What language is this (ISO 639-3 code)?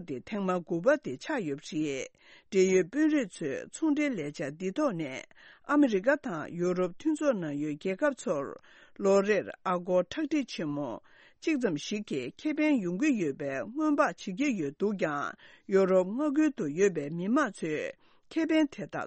bod